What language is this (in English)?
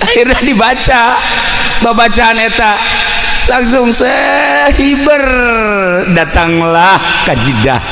Sundanese